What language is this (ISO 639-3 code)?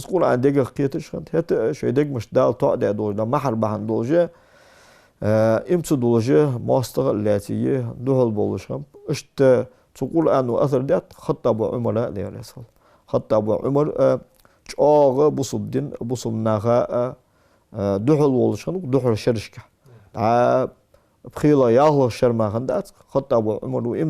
inh